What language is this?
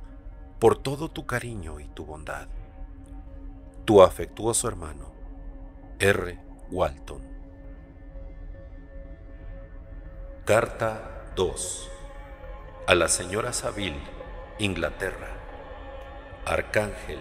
Spanish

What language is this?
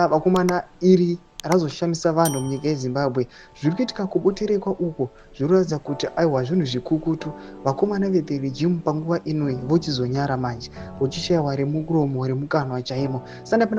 Shona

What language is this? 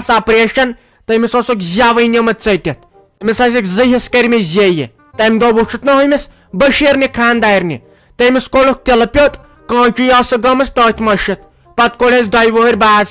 Kashmiri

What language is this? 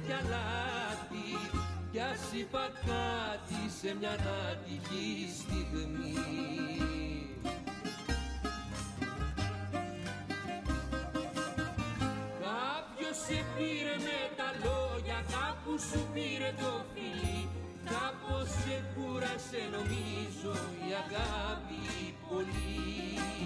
Greek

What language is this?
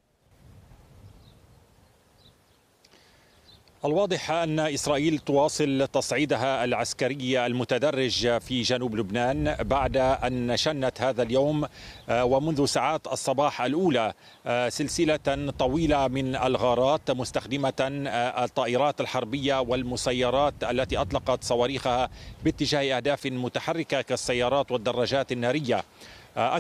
Arabic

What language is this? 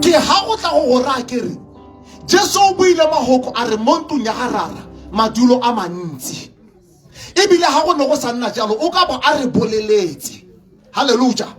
Tswana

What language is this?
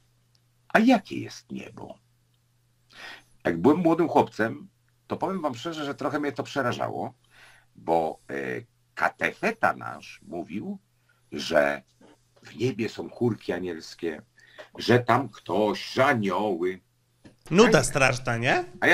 Polish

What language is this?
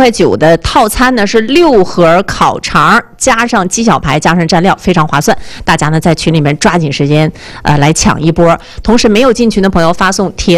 Chinese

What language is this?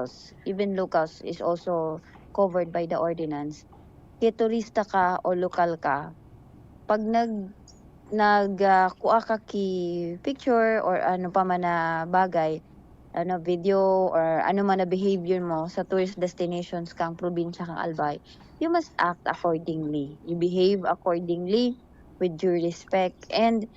Bikol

